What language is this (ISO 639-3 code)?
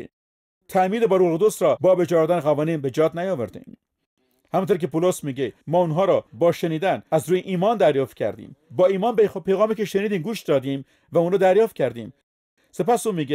fas